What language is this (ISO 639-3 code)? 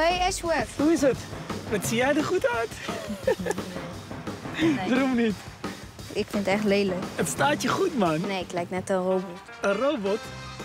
nld